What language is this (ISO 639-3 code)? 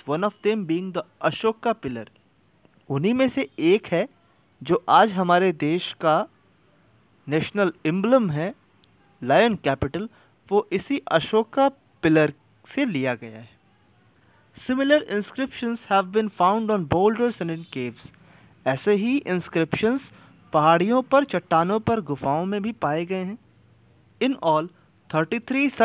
hin